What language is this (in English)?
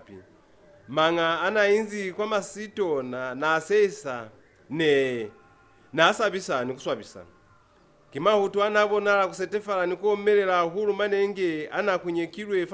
Lozi